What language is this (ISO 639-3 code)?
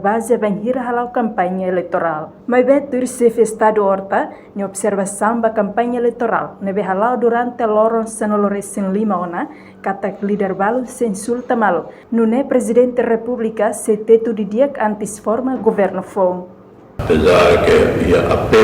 tet